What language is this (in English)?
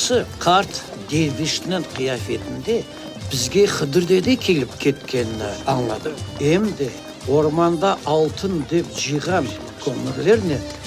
Crimean Tatar